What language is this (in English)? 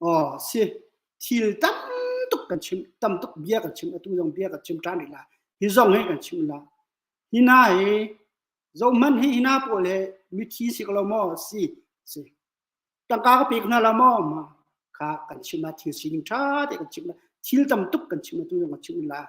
Hakha Chin